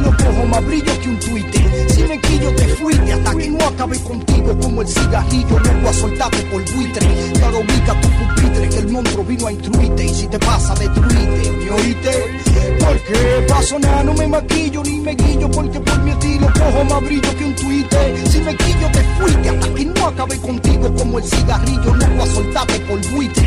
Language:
Spanish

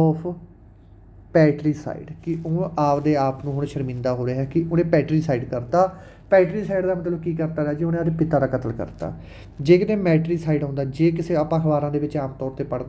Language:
Punjabi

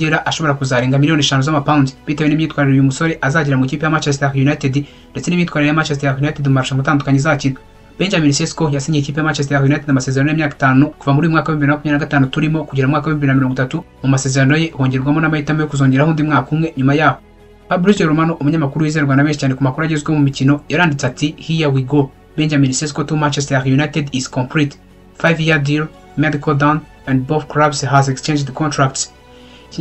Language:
Kinyarwanda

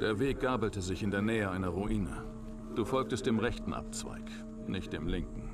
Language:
Bavarian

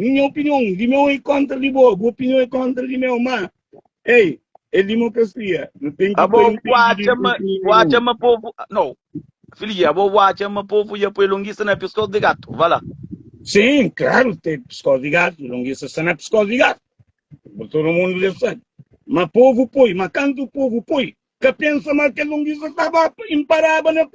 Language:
Kabuverdianu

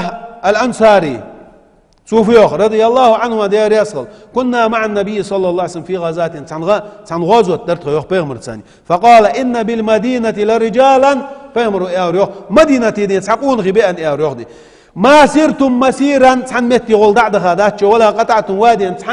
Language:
Ingush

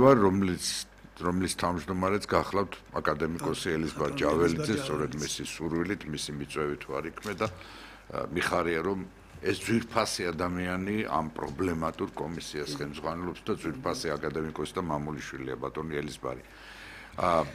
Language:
Georgian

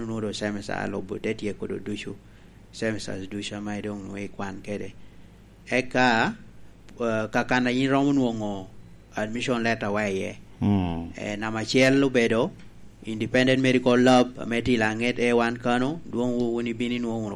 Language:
Lango (Uganda)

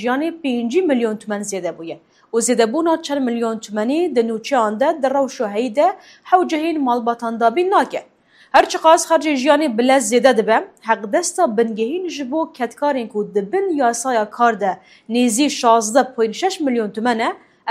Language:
Kurdish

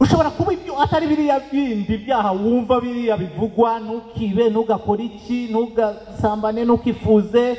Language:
Kinyarwanda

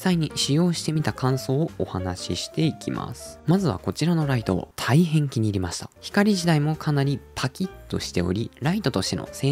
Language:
Japanese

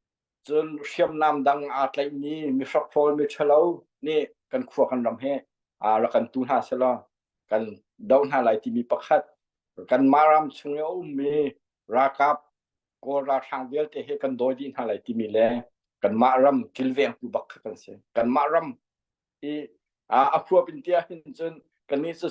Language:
Hakha Chin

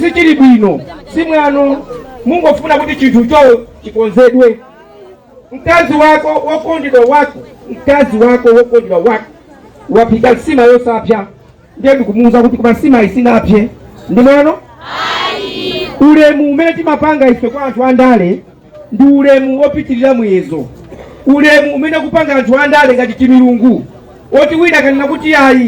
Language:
Nyanja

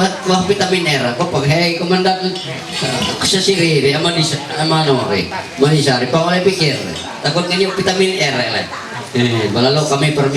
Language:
Ma'anyan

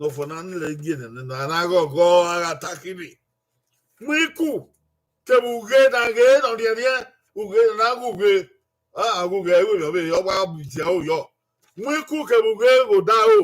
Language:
Bini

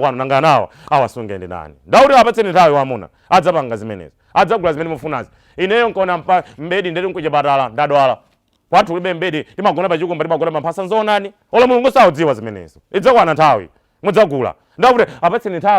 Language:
Nyanja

